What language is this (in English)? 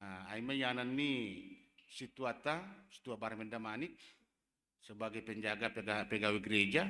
Batak Simalungun